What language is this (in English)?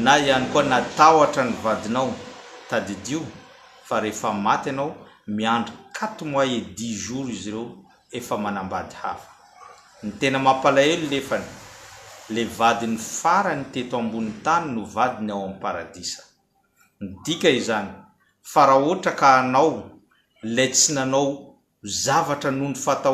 Malagasy